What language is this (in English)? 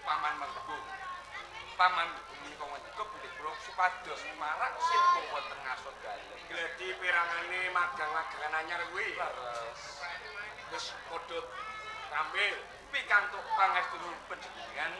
Javanese